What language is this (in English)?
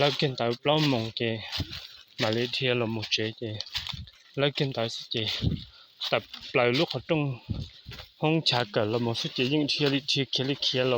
Hmong